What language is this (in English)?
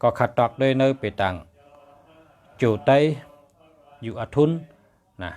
Shan